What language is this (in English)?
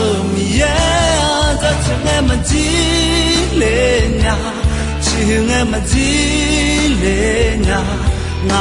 Akha